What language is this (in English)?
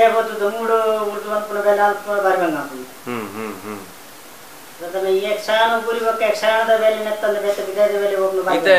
Tulu